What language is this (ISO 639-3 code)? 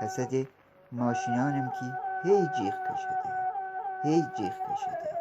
glk